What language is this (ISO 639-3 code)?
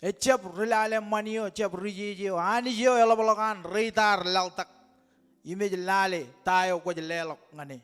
mah